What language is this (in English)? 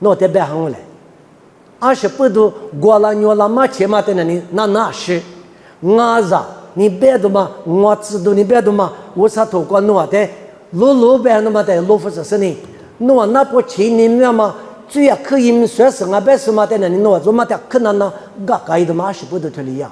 Lisu